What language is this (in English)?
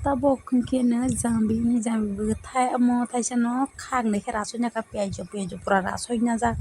Kok Borok